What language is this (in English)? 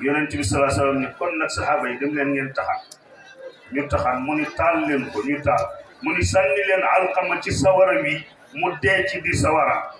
Wolof